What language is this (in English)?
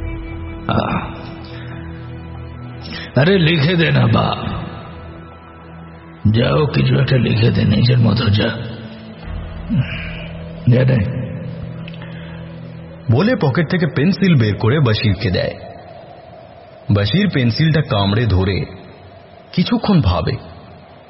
Bangla